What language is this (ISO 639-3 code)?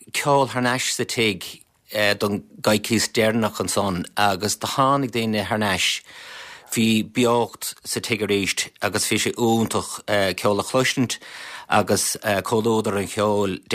gle